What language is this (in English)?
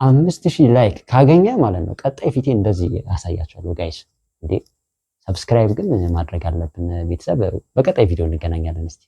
Amharic